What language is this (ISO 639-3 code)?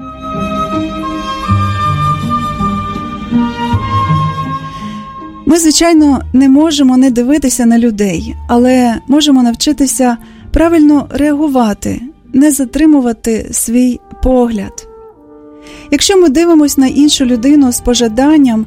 ukr